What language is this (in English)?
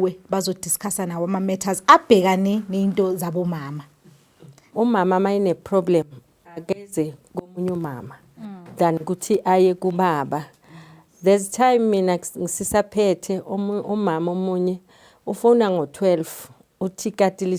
Zulu